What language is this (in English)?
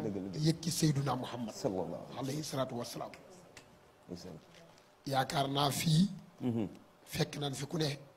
Wolof